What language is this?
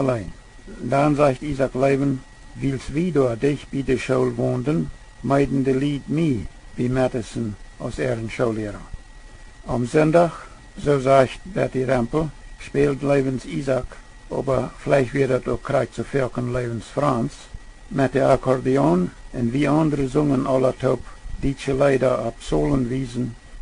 Plautdietsch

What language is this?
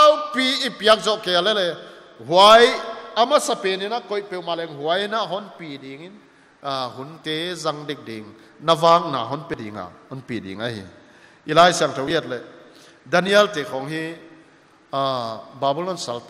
Paite Chin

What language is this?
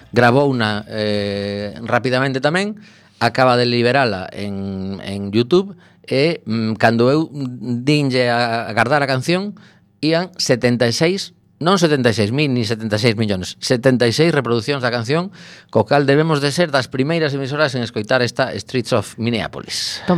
Galician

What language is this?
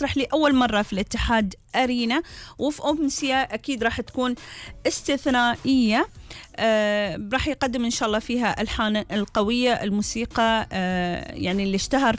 Gulf Arabic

